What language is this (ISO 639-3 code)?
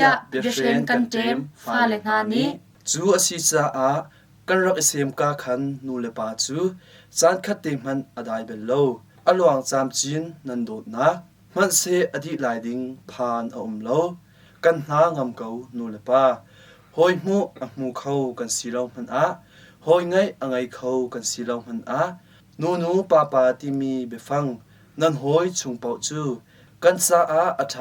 cnh